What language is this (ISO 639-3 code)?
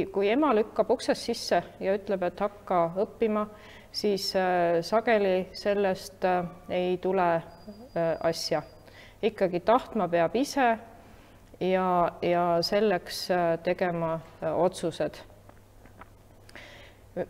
est